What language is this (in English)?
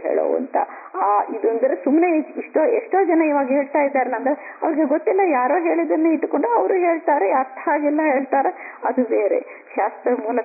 Kannada